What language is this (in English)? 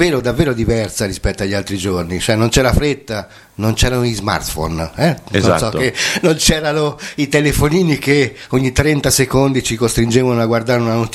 Italian